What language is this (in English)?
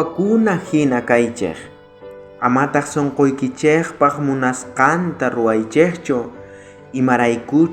South Bolivian Quechua